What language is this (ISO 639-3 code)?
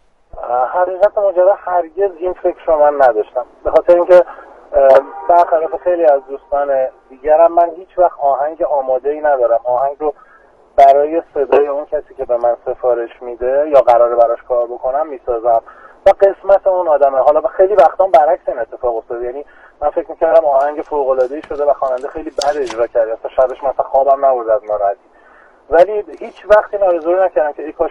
fas